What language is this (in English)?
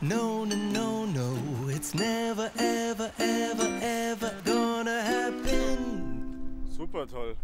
Bavarian